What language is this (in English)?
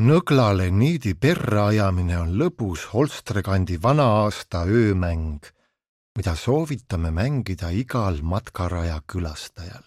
Estonian